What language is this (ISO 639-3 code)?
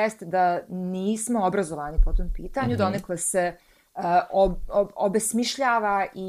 bos